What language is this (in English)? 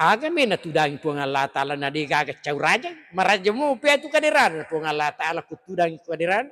Buginese